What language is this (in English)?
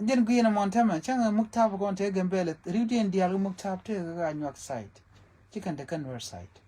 Nuer